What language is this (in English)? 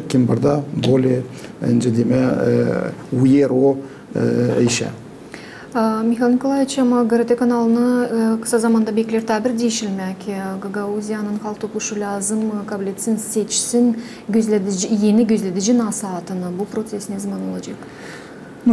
Gagauz